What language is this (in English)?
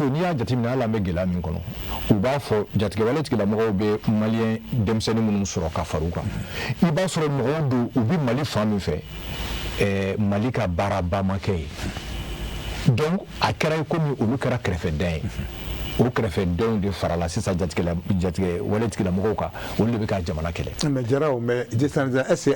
Bambara